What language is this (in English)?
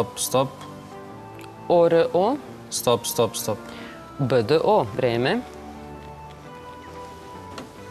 Serbian